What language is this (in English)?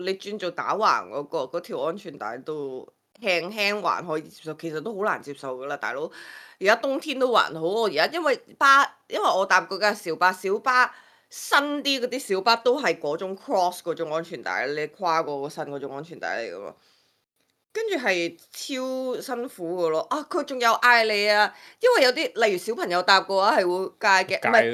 Cantonese